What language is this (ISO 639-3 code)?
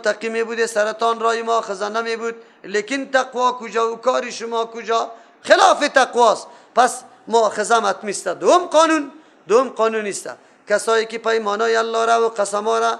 fas